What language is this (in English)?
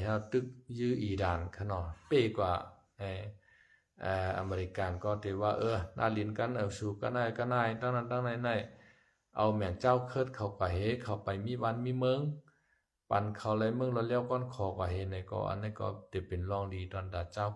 Shan